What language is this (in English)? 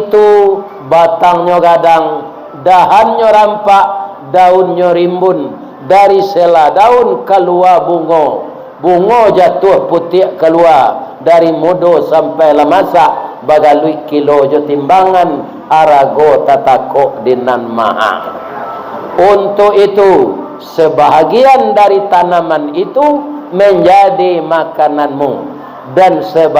Minangkabau